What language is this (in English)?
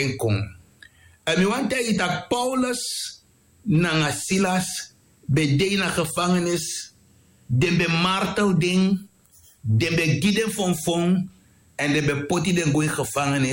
Sranan Tongo